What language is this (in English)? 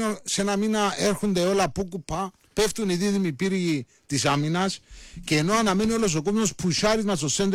Greek